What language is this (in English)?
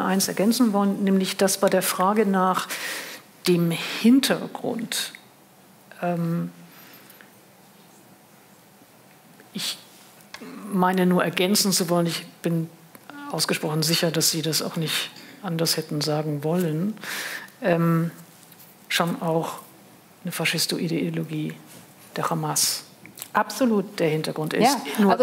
German